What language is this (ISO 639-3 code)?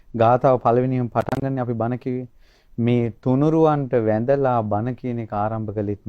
sin